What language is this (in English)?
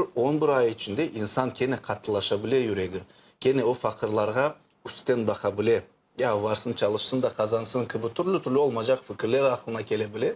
Crimean Tatar